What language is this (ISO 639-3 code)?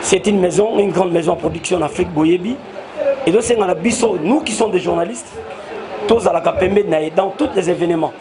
lin